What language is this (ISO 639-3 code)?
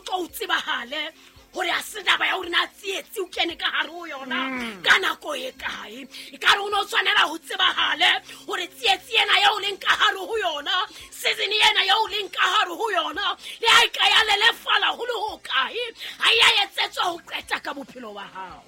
sot